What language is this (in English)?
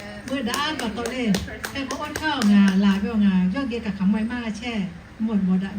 Lahu